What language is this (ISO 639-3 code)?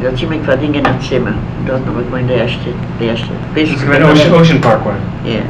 yid